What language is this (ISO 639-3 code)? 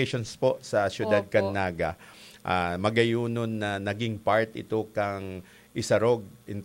bik